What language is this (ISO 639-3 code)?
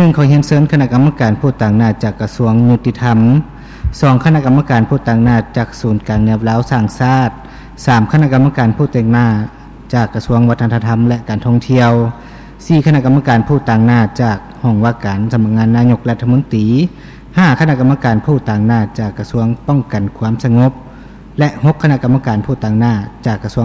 lao